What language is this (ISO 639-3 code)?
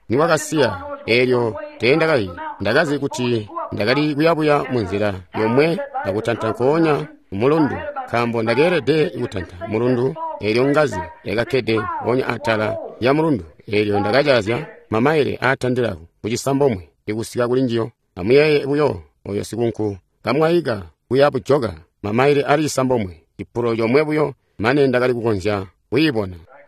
toi